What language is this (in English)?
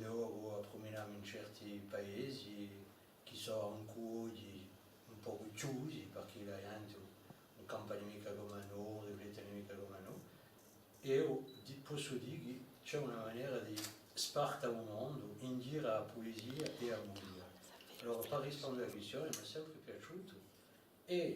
Corsican